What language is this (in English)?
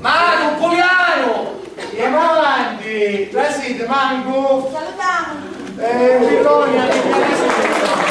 Sicilian